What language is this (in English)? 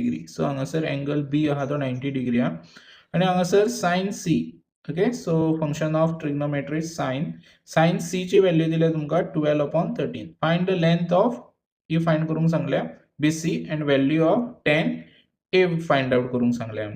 Konkani